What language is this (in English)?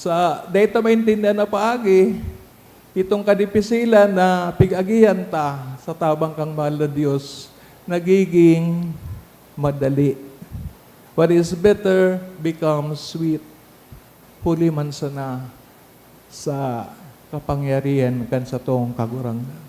Bikol